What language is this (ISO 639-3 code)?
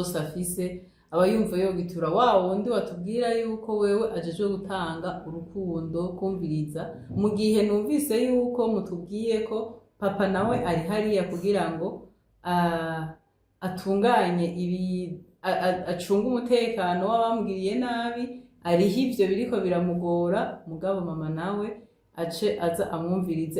run